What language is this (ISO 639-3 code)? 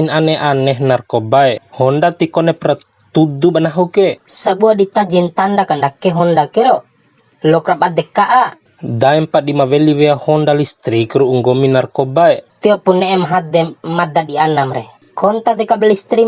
bhp